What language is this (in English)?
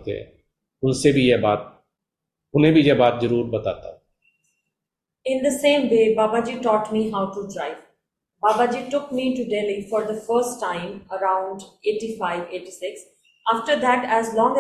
Hindi